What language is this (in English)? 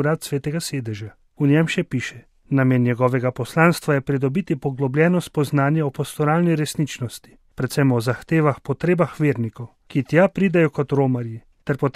Slovenian